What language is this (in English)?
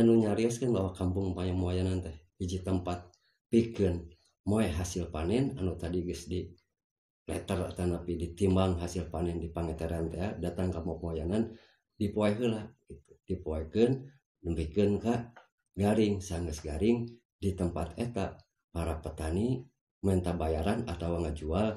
Sundanese